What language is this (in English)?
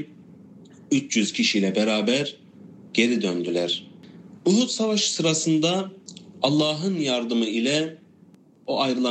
Turkish